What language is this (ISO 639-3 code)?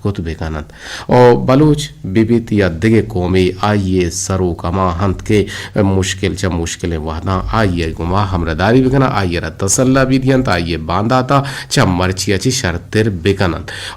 bgp